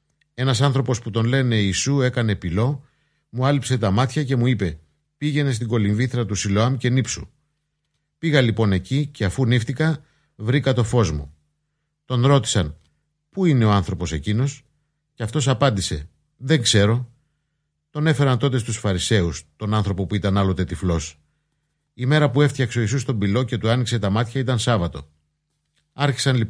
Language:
Greek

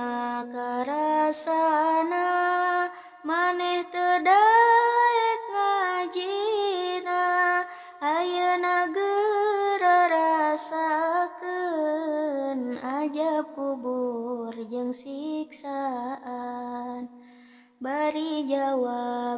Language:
Sundanese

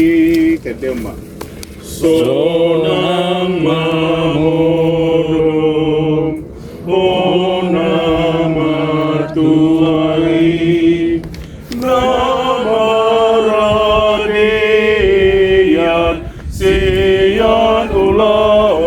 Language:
Batak Toba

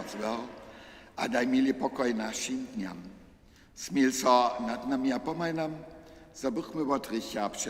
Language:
Upper Sorbian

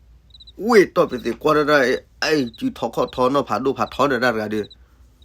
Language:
S'gaw Karen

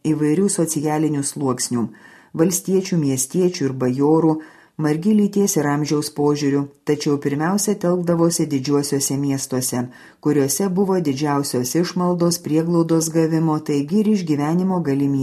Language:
Lithuanian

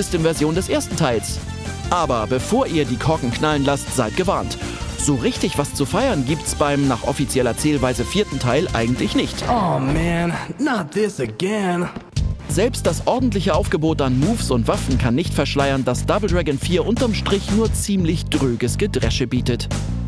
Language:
German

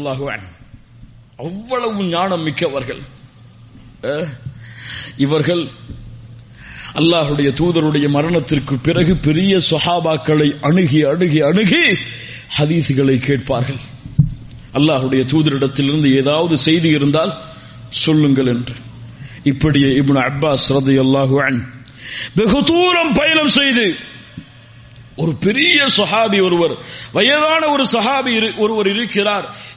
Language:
Tamil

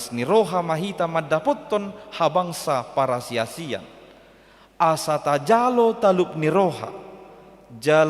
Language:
Batak Toba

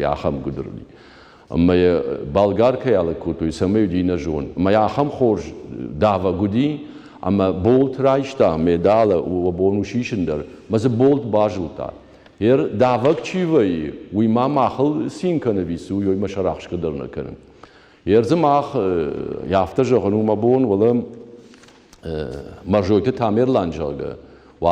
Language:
Ossetic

